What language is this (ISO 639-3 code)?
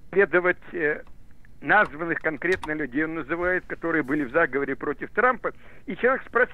rus